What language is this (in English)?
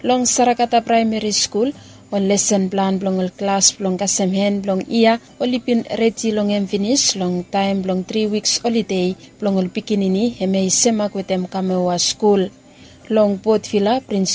Bislama